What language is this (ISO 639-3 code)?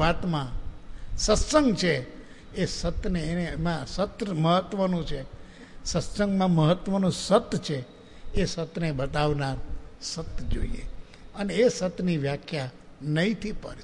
guj